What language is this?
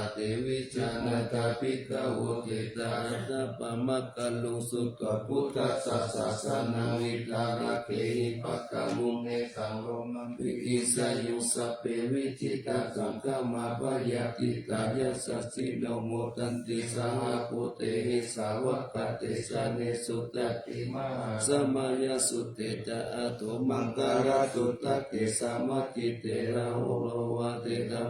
Pali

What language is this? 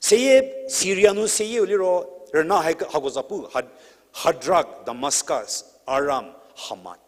Angami Naga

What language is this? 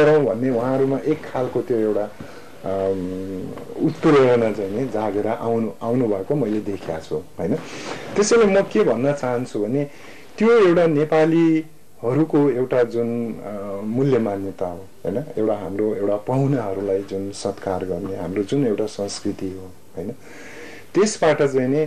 Nepali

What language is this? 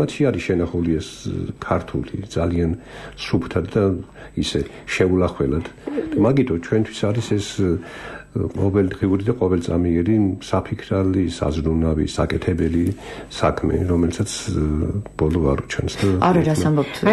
Georgian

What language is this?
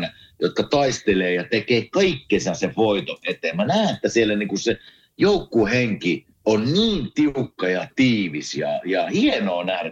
Finnish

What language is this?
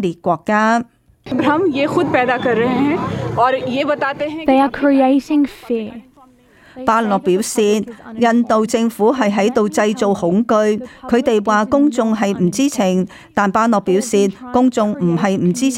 Cantonese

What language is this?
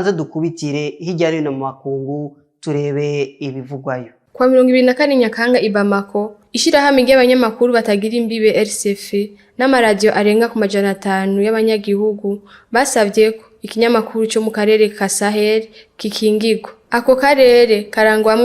Rundi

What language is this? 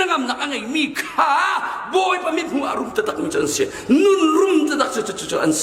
Hakha Chin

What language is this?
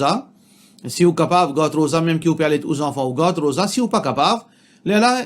Morisyen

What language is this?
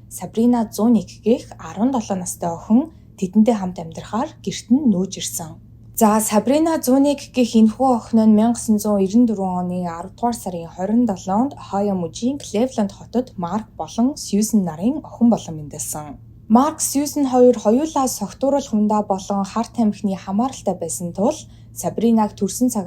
Mongolian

